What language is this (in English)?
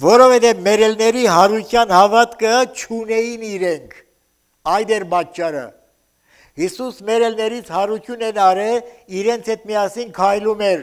Armenian